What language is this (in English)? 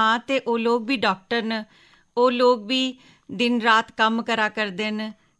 Dogri